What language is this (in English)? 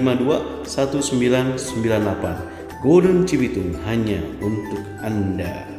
Indonesian